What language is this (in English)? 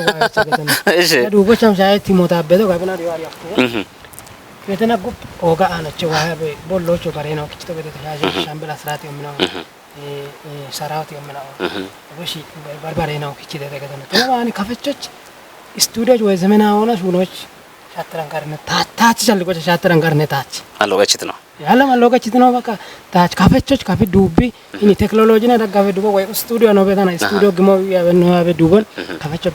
Kafa